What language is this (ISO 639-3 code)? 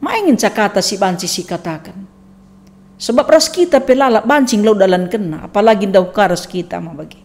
btx